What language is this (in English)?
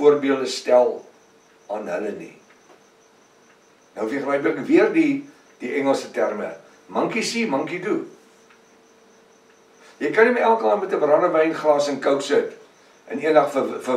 Afrikaans